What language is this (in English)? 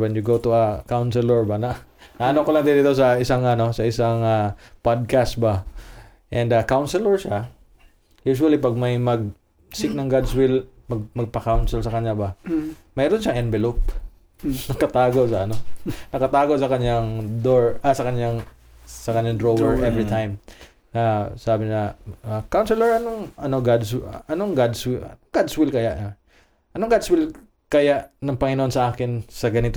Filipino